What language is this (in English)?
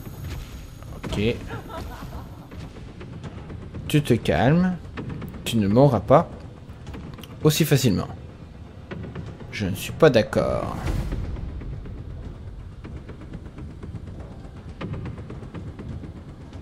French